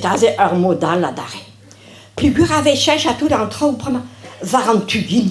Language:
Breton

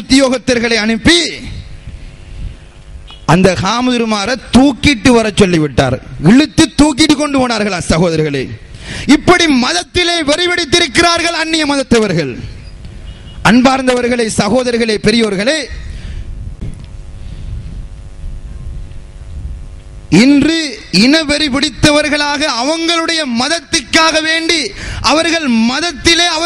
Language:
Tamil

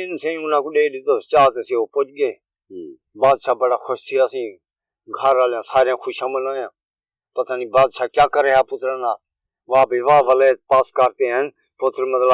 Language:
Saraiki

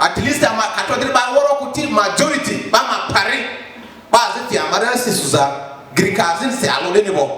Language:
Lugbara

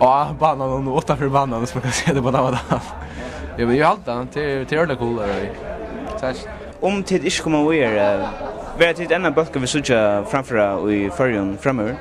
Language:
Faroese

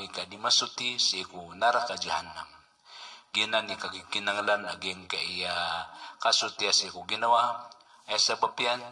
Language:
Maranao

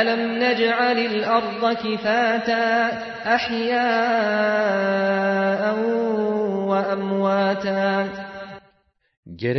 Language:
Turkish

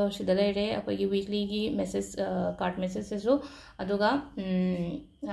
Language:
Manipuri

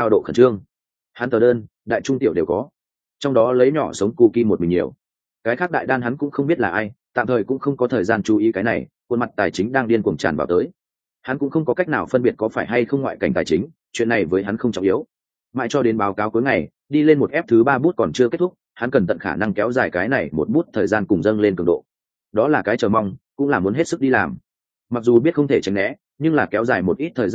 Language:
Vietnamese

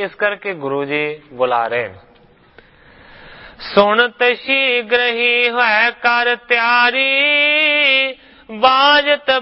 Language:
Punjabi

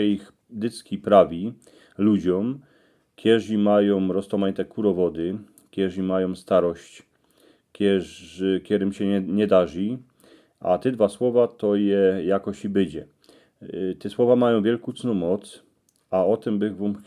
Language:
Silesian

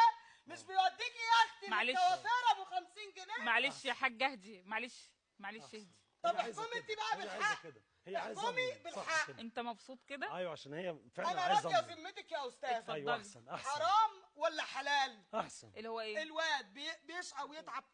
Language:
Egyptian Arabic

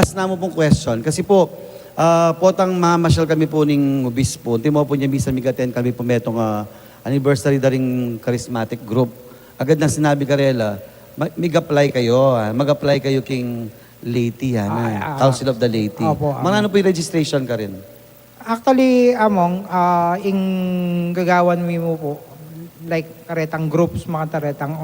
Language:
Pampanga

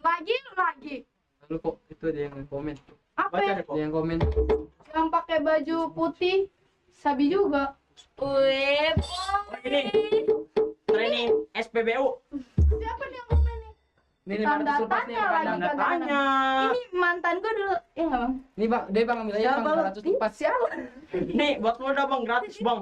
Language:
Betawi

